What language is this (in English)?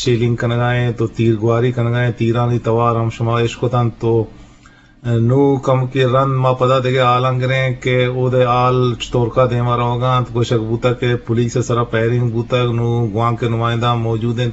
Eastern Balochi